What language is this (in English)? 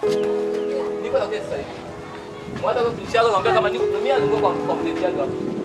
Swahili